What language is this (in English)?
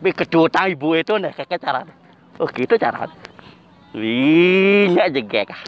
Balinese